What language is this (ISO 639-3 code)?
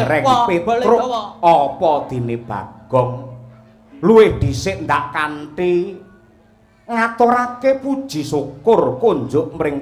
jav